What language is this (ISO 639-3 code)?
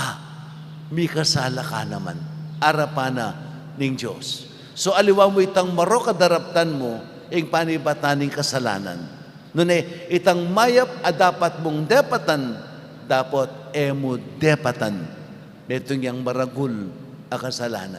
pam